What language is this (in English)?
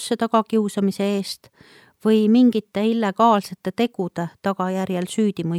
Estonian